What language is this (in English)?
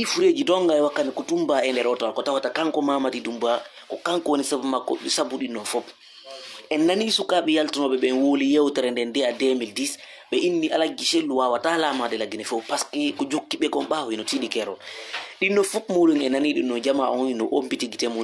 Fula